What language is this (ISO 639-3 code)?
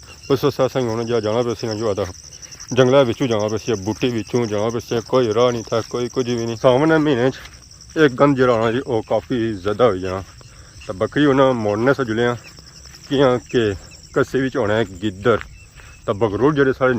phr